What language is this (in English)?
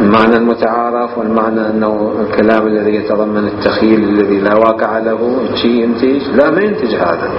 Mesopotamian Arabic